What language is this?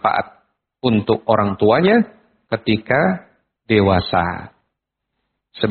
Indonesian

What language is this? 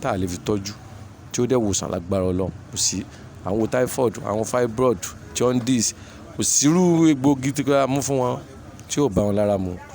Yoruba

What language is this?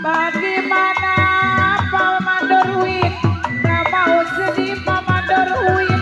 Betawi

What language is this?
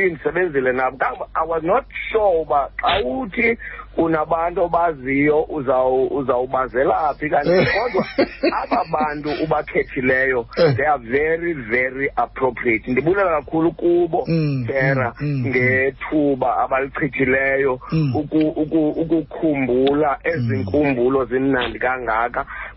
Xhosa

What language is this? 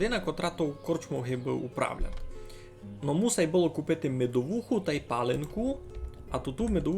Rusyn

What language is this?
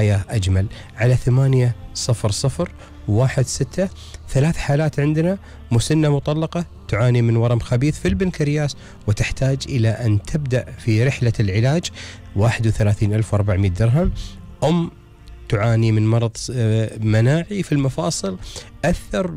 Gulf Arabic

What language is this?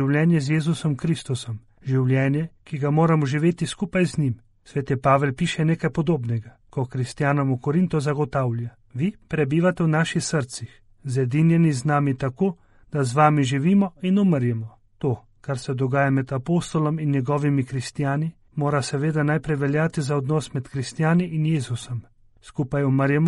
Slovenian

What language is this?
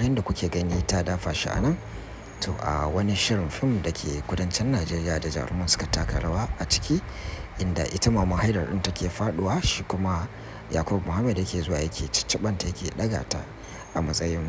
Hausa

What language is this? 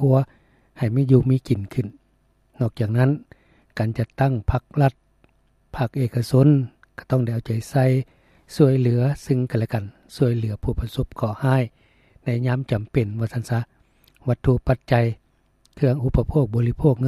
Lao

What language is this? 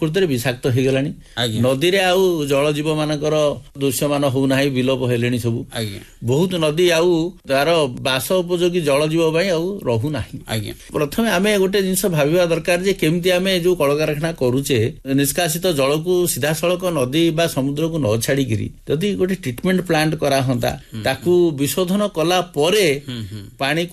Odia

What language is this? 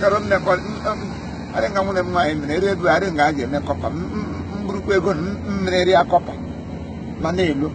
Igbo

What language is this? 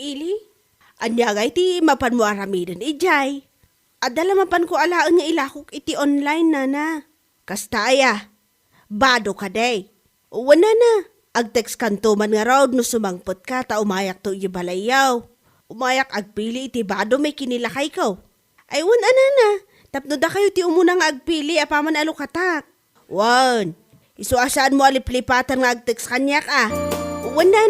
Iloko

